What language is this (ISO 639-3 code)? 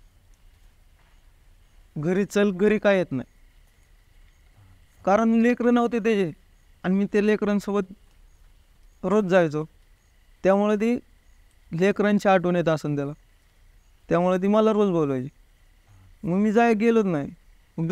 mar